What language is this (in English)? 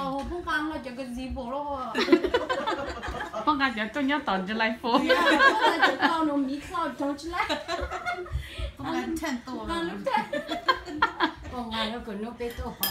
Vietnamese